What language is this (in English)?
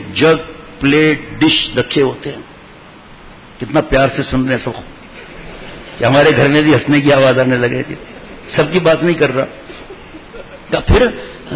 Urdu